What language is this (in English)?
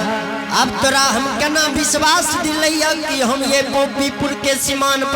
Angika